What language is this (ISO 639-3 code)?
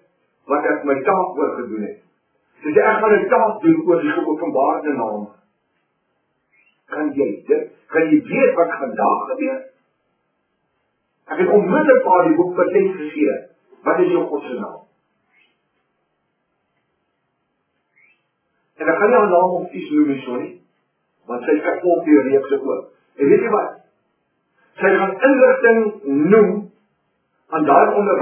afr